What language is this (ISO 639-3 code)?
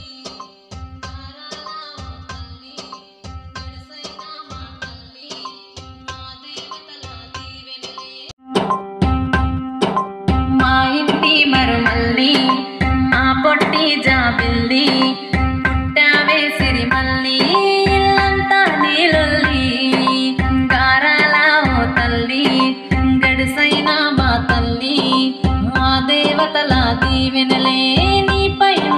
tel